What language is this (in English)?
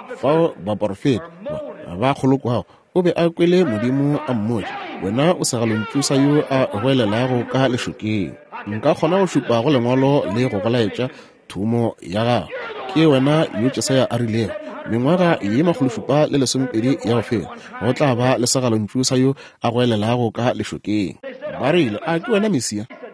Northern Sotho